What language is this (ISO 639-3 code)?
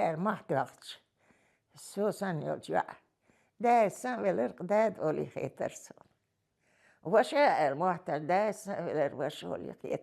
che